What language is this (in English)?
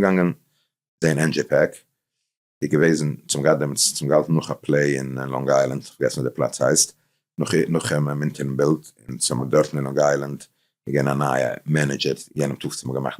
Yiddish